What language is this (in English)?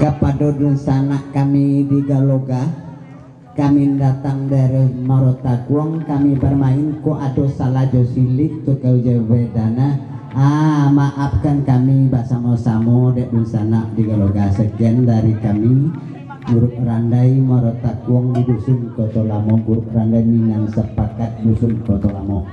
Minangkabau